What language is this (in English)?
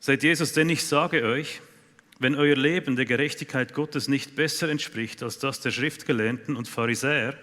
Swiss German